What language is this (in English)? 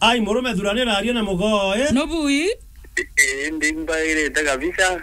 Meru